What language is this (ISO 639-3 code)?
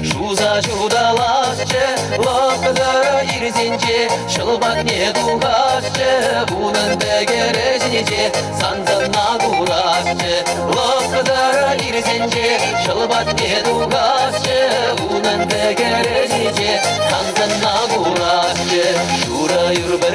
chv